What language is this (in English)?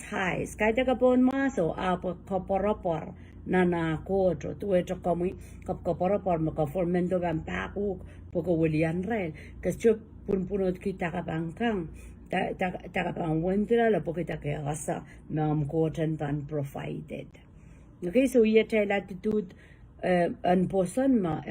Pohnpeian